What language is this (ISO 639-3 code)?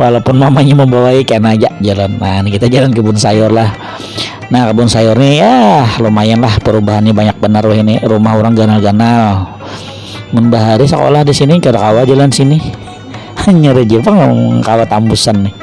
bjn